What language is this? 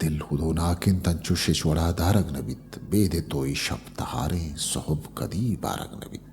Eastern Balochi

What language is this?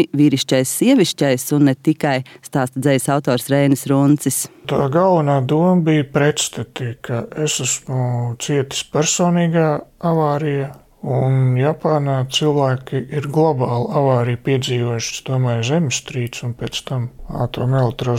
Latvian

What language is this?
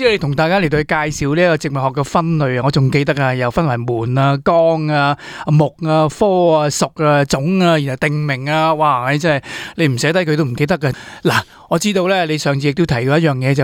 Cantonese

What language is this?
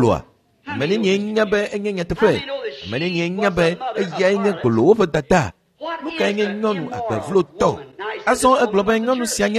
Ewe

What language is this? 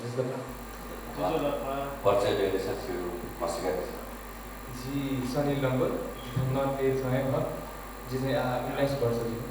Newari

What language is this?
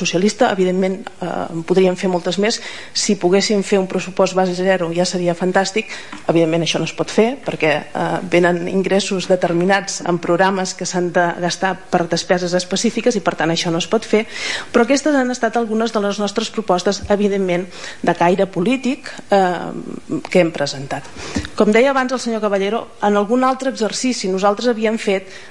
Catalan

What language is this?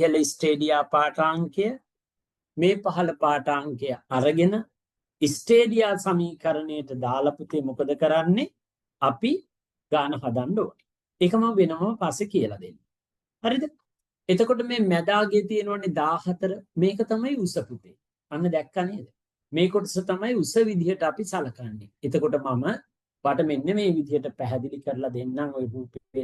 Sinhala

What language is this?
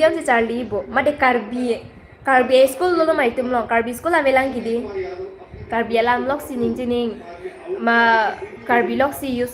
Karbi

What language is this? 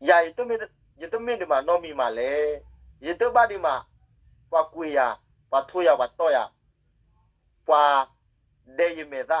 S'gaw Karen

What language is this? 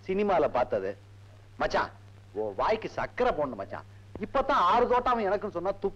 Tamil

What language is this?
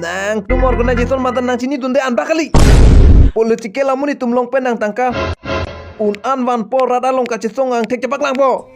Karbi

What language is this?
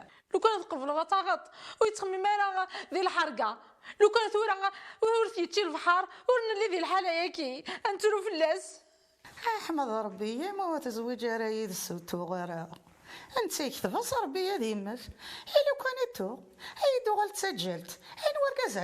Kabyle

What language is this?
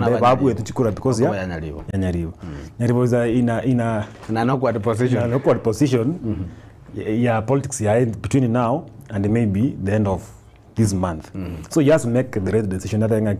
Gusii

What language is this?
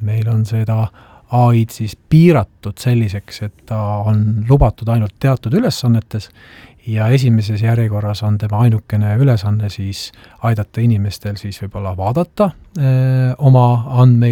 Estonian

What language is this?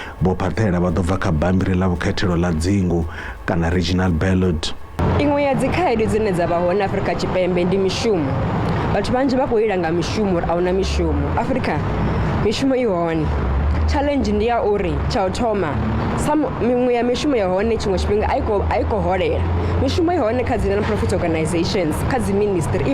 Venda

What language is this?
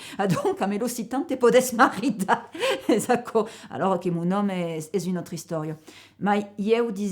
Occitan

